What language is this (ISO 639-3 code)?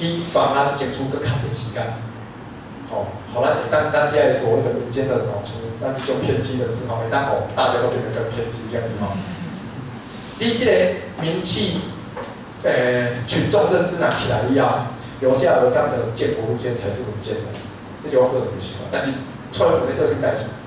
nan